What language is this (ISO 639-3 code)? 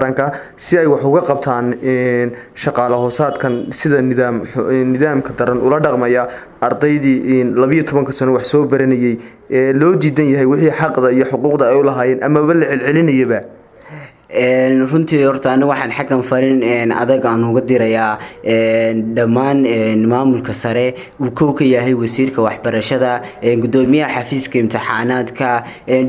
som